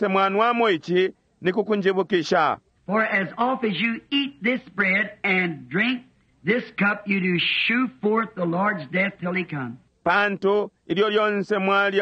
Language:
Bemba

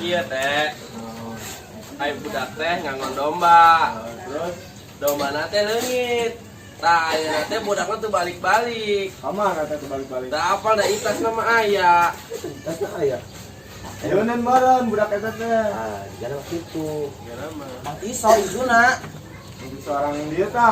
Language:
Sundanese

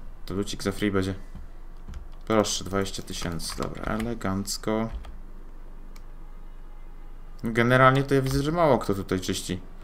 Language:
Polish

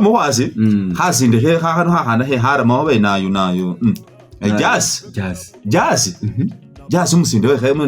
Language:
Masaaba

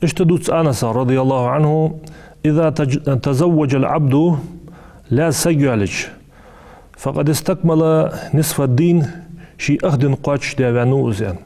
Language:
Ingush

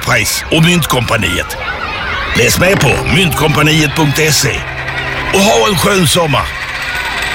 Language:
Swedish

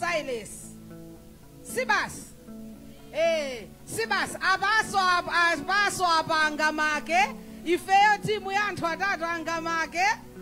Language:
Nyanja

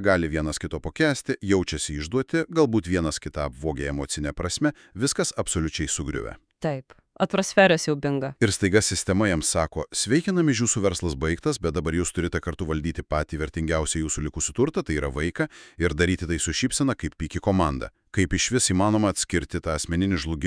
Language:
Lithuanian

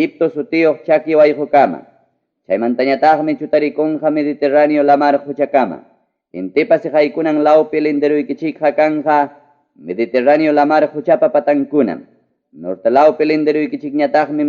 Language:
Ayacucho Quechua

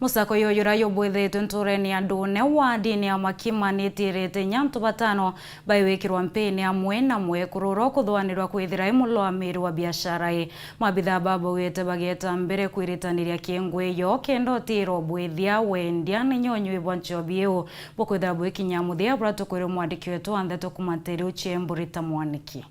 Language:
Meru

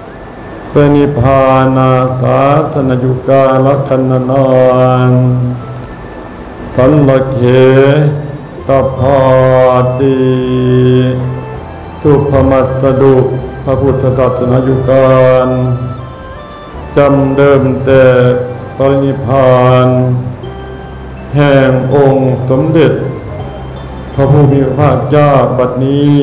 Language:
Thai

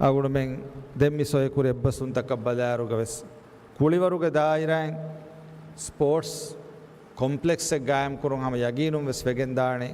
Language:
Divehi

